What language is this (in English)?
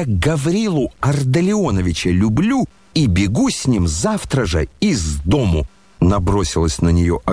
Russian